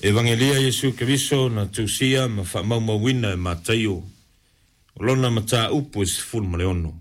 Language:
Samoan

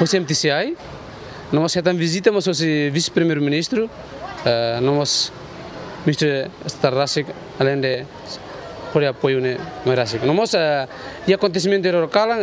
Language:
Tetum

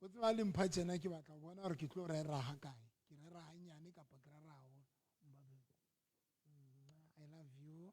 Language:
Southern Sotho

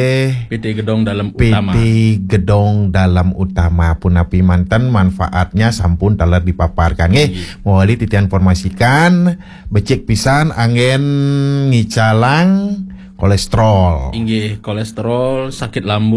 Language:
Balinese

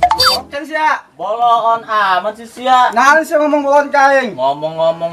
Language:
Sundanese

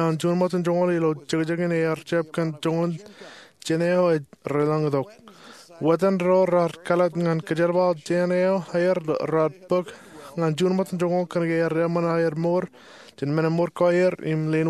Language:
Marshallese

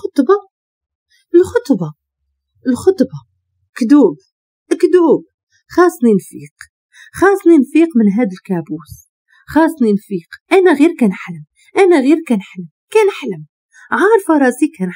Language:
Moroccan Arabic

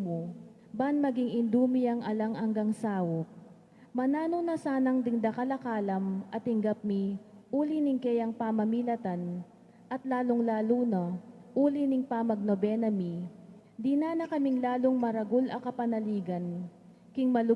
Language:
Pampanga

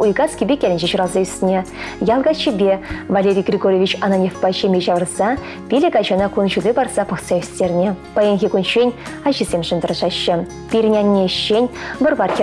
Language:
Chuvash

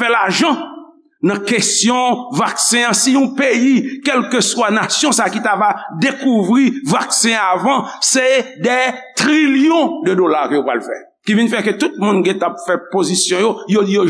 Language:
Haitian Creole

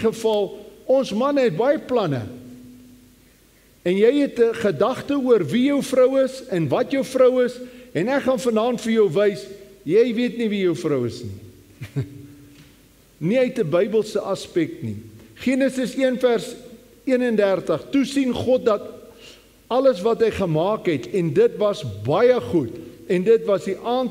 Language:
Afrikaans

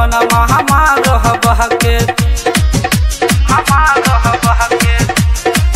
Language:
Bhojpuri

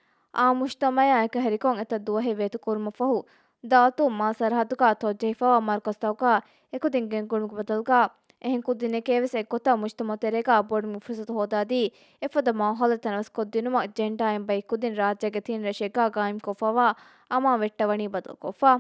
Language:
Divehi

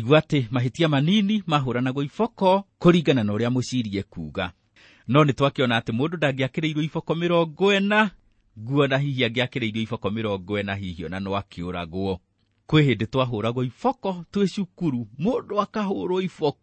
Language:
Kikuyu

